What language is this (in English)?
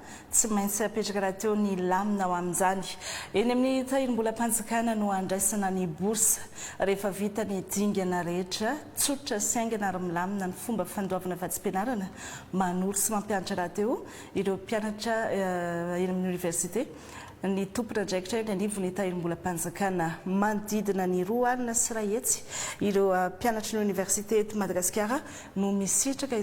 Malagasy